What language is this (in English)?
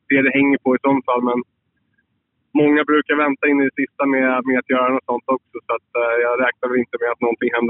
Swedish